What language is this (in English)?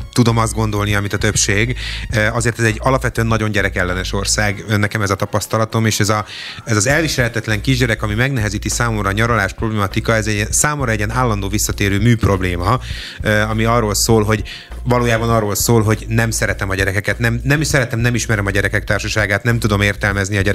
Hungarian